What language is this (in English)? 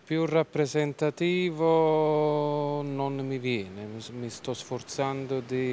Italian